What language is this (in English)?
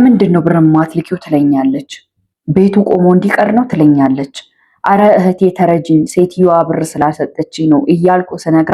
Amharic